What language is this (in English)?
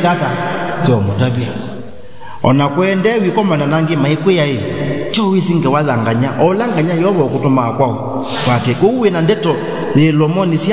Kamba